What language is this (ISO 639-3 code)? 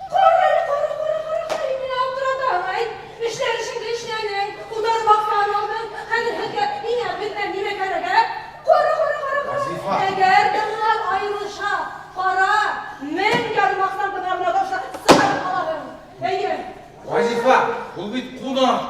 bak